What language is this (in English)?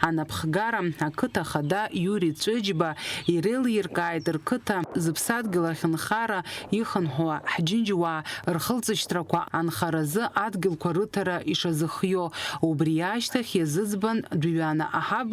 Abkhazian